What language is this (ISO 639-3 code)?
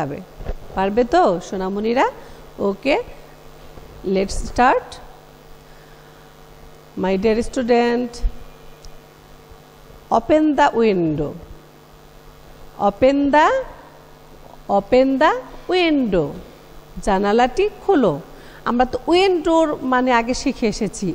ben